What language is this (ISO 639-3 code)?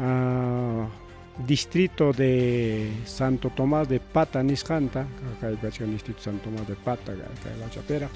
quy